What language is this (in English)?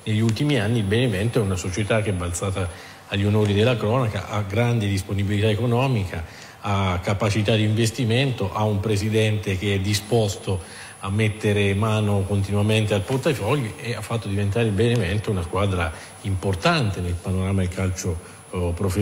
Italian